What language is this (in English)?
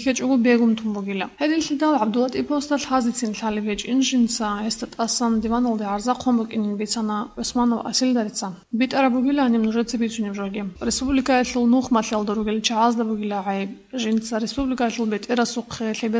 Avaric